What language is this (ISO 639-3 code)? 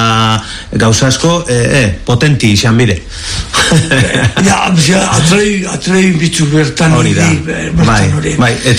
eus